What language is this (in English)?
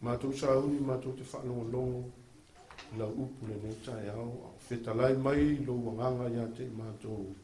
Samoan